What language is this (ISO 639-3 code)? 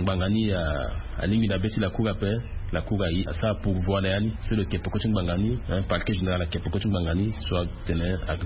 sag